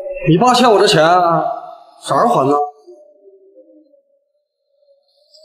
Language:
Chinese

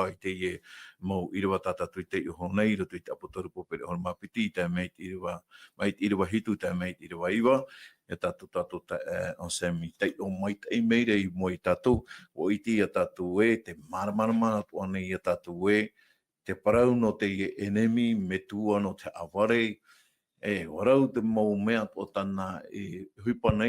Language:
Tahitian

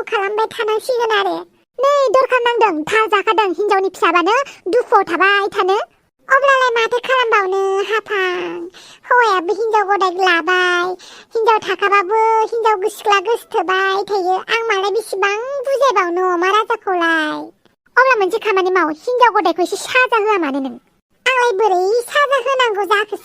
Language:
Bodo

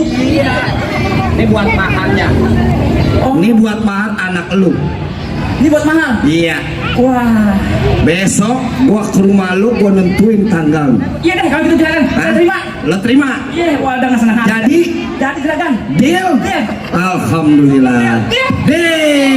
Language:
Betawi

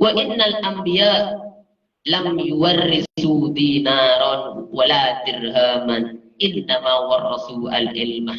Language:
Madurese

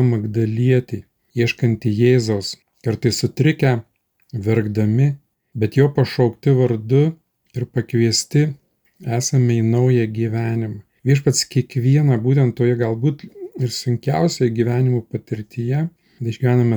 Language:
Lithuanian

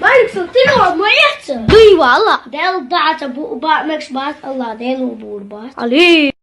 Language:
Chechen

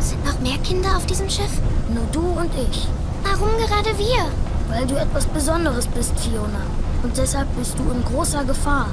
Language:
Bavarian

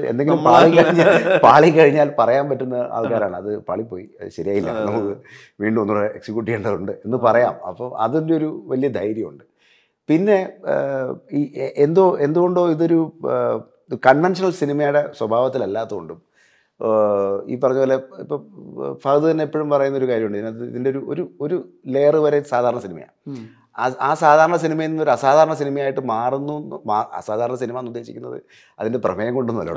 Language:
Malayalam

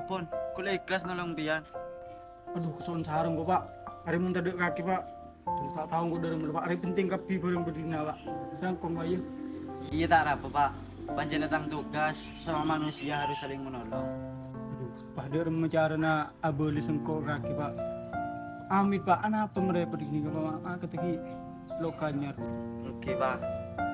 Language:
Madurese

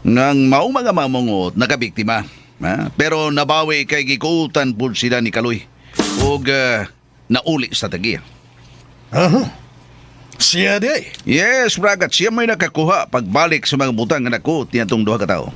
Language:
Cebuano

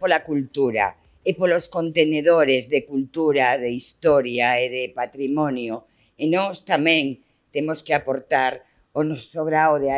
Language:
Galician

